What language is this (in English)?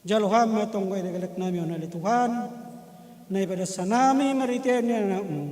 Batak Simalungun